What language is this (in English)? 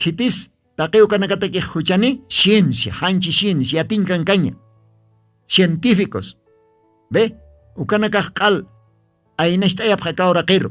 Aymara